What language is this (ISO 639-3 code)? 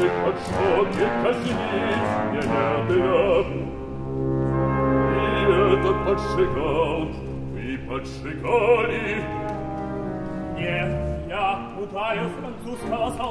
rus